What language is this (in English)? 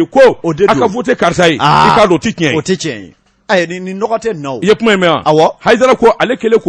Bambara